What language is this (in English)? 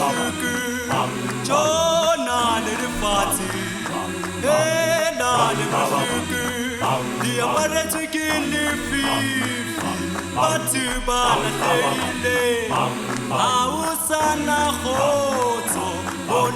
Southern Sotho